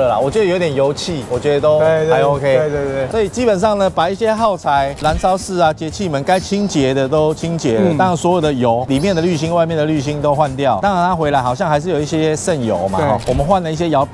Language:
Chinese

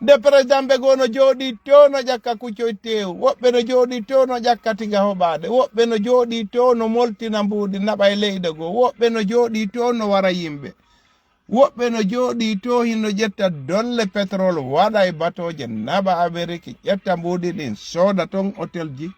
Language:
Fula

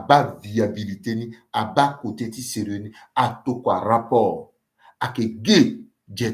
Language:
Sango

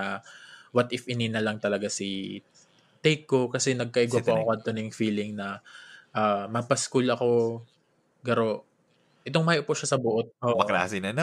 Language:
Bikol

